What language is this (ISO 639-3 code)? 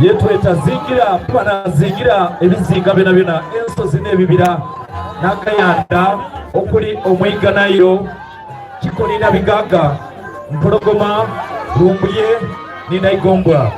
xog